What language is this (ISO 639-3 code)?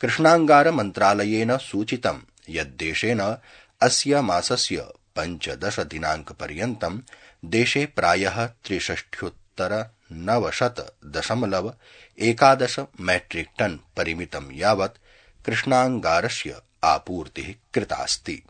san